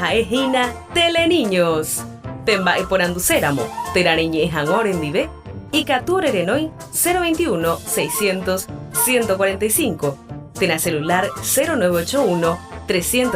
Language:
Guarani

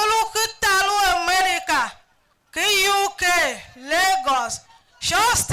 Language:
Tiv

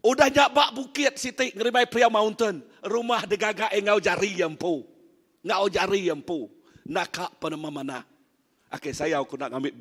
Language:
Iban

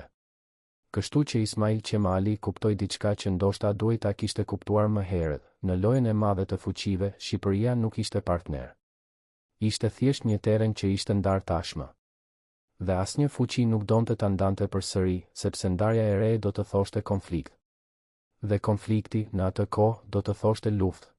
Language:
Albanian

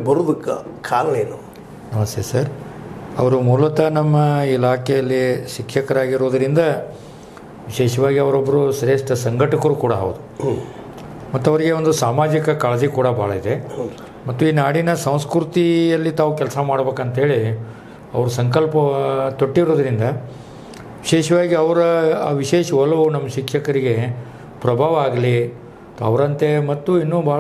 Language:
Kannada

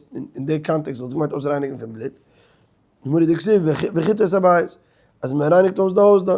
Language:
Yiddish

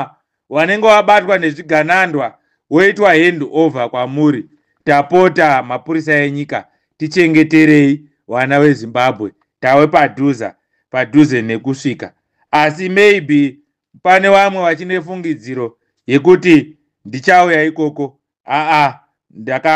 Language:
Shona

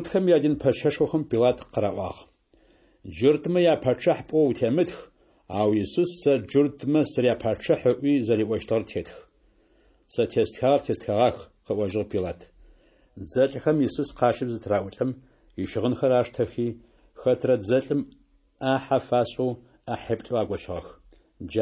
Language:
Adyghe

